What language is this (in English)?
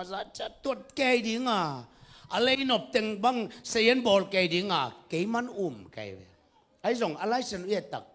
Tedim Chin